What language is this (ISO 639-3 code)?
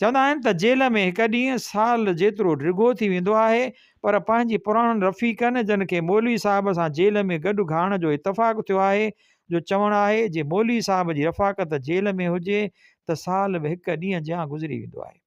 snd